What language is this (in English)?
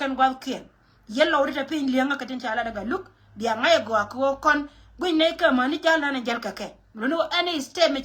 Nuer